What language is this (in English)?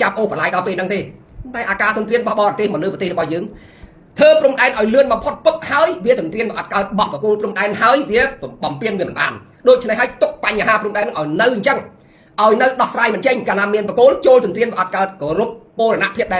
Khmer